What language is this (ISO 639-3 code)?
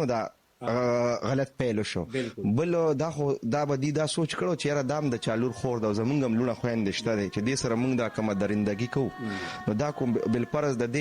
pus